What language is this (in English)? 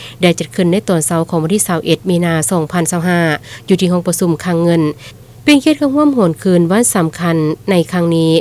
Lao